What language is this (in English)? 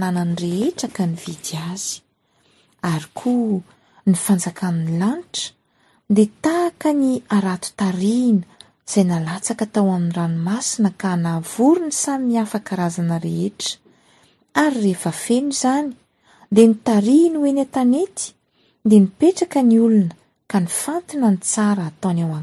Malagasy